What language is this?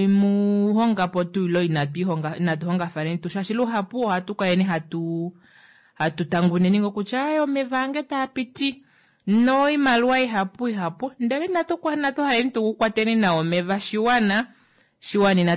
Kuanyama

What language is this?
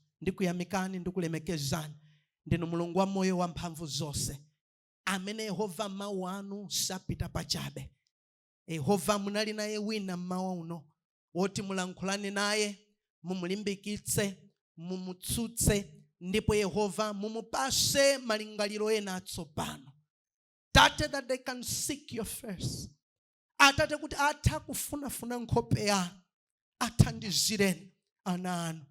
Nyanja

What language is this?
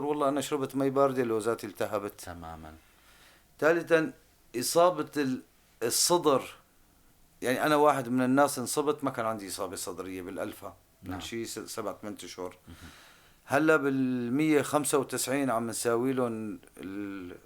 North Levantine Arabic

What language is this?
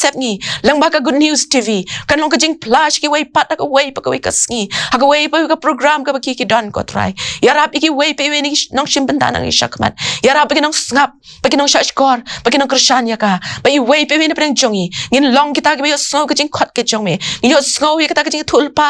Khasi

